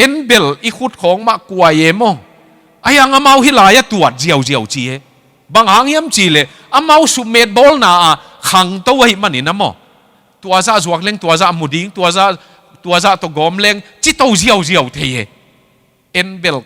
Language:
Tedim Chin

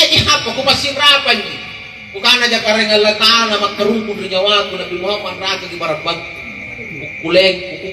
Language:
Makasar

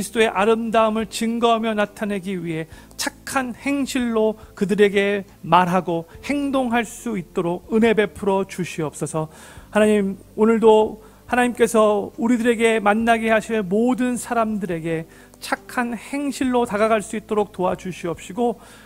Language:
Korean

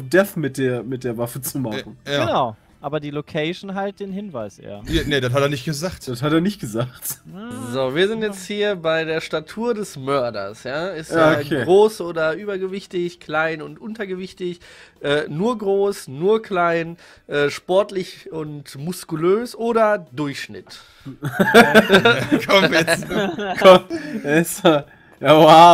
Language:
German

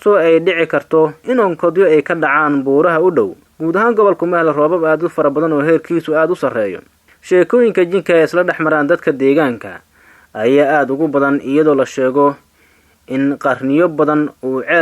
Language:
Somali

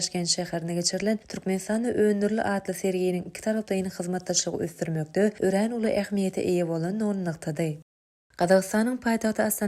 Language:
Turkmen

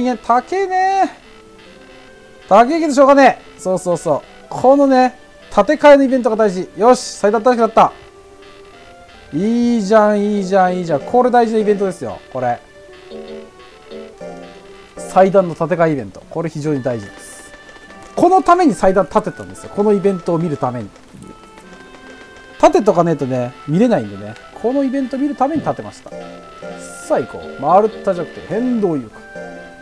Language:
Japanese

